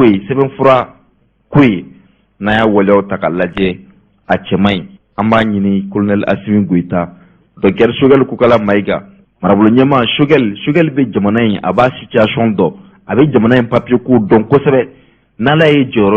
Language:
Bambara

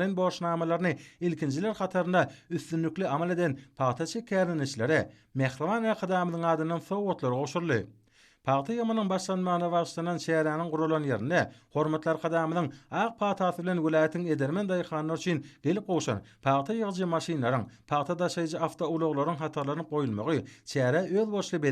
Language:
Turkmen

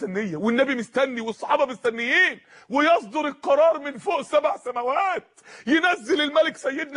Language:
Egyptian Arabic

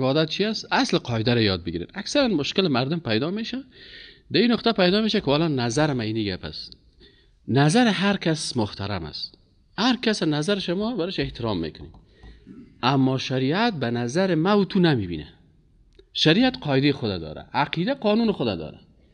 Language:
Persian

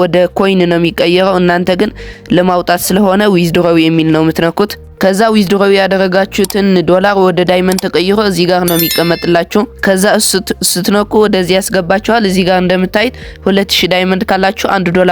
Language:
Amharic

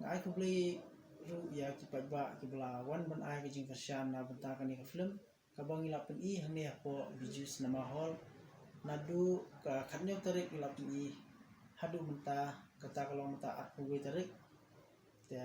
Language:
Khasi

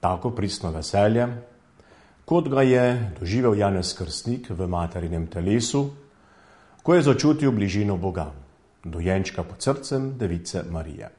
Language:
Slovenian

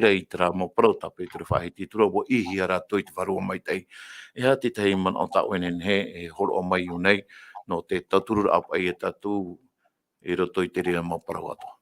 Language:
Tahitian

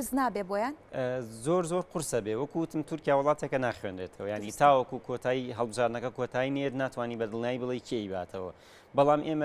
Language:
Central Kurdish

